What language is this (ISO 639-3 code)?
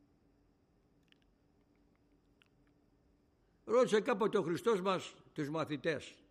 ell